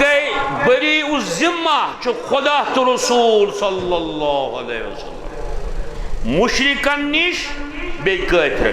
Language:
Kashmiri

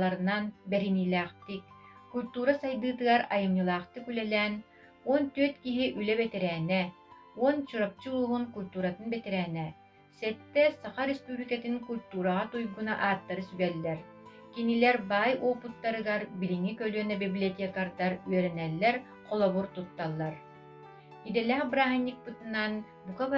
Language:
Yakut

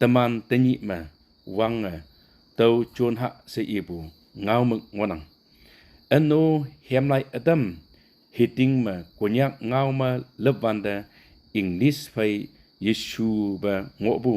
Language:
Konyak Naga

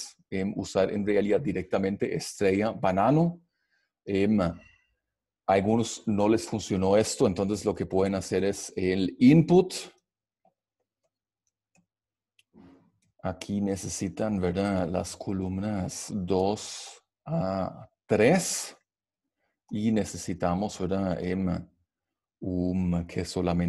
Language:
Spanish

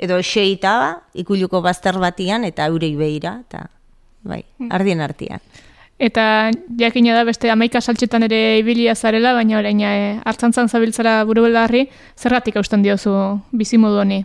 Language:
Basque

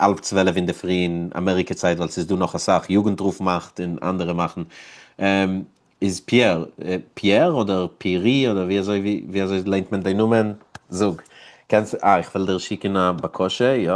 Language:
Yiddish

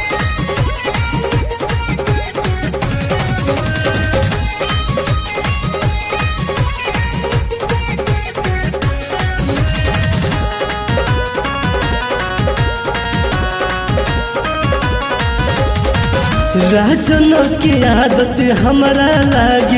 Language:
Bhojpuri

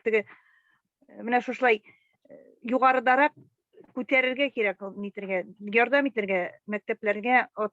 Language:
Bashkir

